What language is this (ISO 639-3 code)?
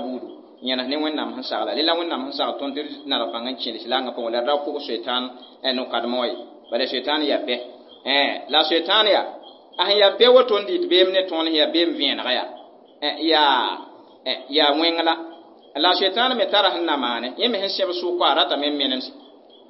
mos